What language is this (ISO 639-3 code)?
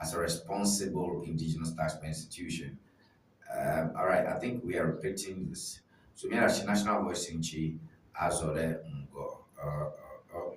ewe